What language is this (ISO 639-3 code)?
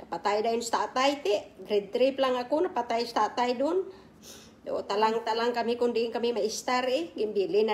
krj